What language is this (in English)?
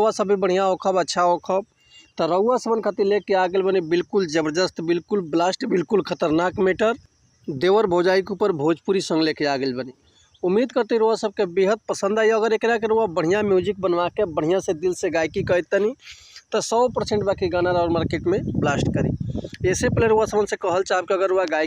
Bhojpuri